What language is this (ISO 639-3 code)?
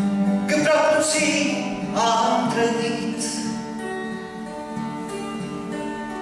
ron